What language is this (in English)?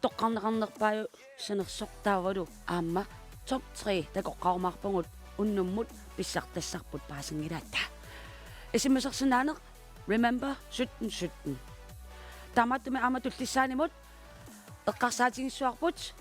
Kalaallisut